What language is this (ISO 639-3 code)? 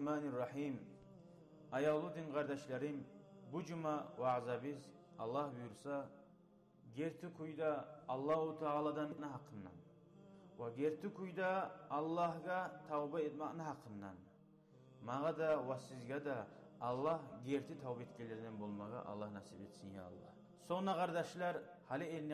kum